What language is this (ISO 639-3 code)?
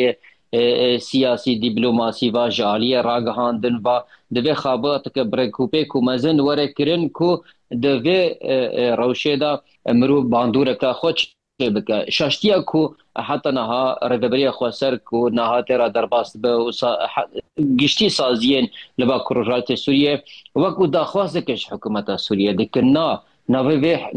kur